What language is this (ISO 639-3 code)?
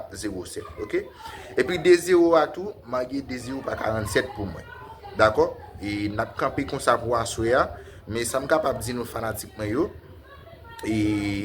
hat